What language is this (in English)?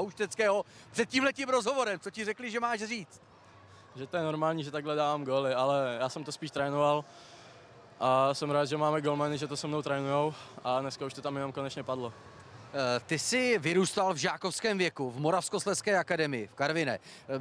Czech